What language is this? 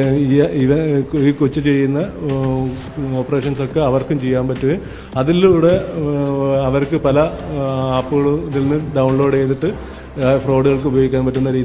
Malayalam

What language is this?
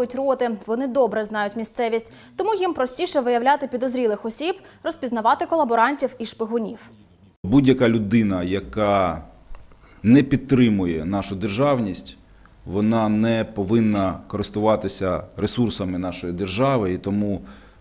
Ukrainian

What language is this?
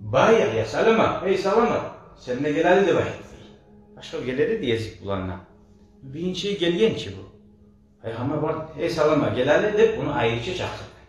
Kumyk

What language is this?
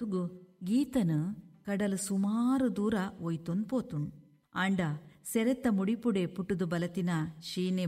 Tulu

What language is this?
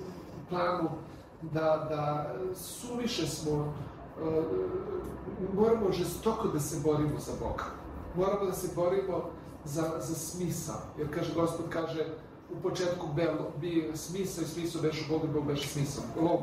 Serbian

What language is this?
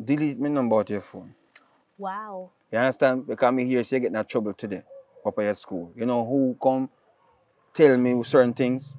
Jamaican Creole English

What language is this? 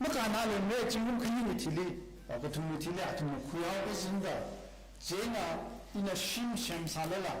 Tangkhul Naga (India)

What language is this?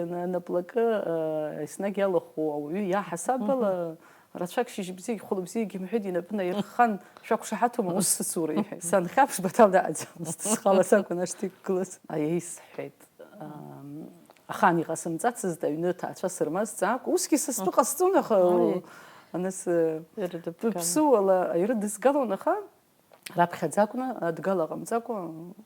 Abkhazian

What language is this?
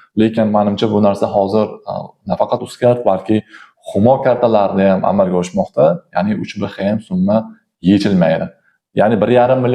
Uzbek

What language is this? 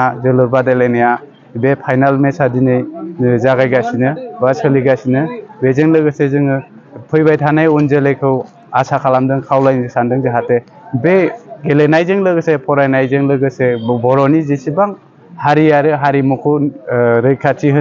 Bodo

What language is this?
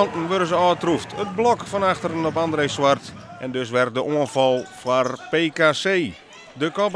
Western Frisian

